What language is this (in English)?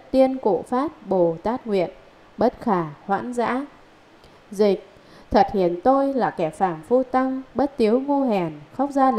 Vietnamese